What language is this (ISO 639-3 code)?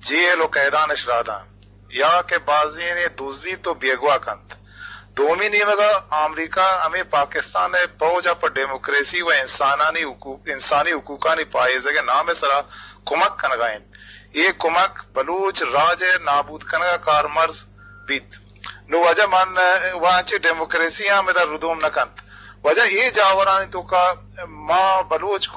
bgp